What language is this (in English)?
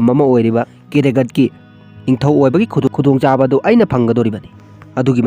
Manipuri